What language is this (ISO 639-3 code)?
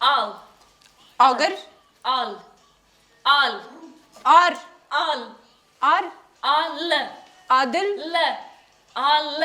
kur